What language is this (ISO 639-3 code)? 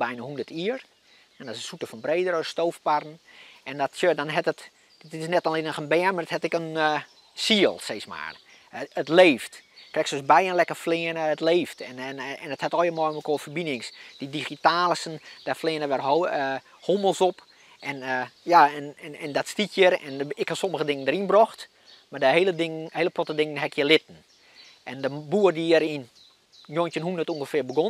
fry